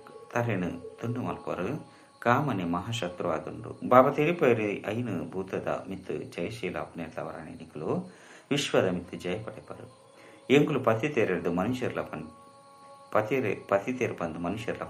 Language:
Tulu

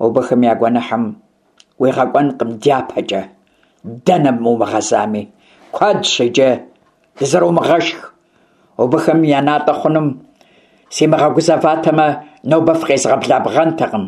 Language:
Kabardian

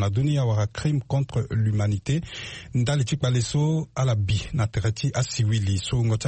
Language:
Sango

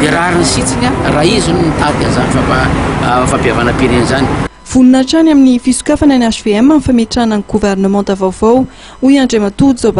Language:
Malagasy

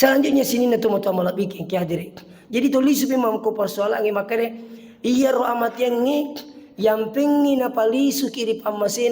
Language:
Buginese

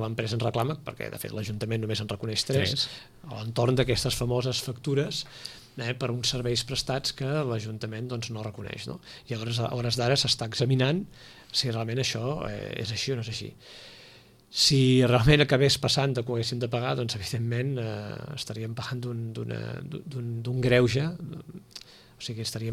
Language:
Catalan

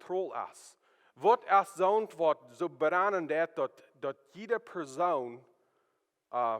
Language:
Plautdietsch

